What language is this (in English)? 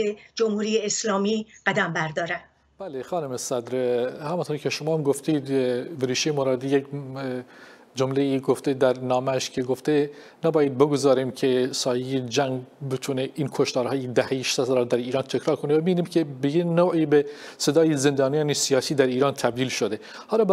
Persian